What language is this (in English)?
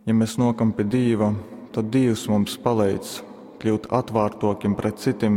Latgalian